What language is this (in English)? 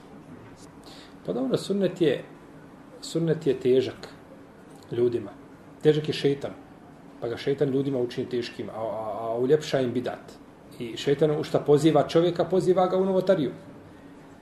Bosnian